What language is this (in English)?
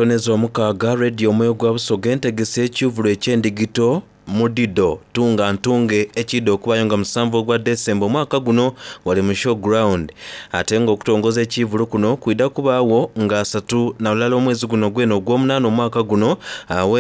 Soga